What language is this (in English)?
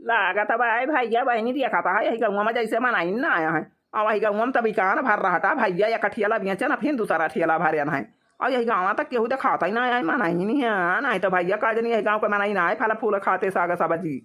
Awadhi